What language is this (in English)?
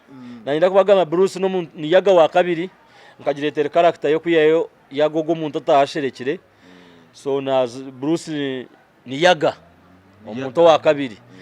Nyankole